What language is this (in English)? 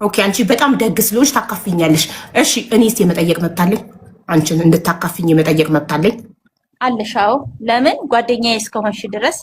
Amharic